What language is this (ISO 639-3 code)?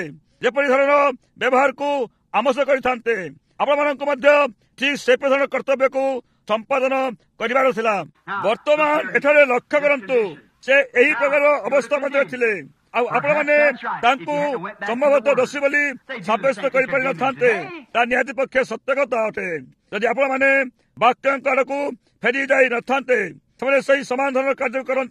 ori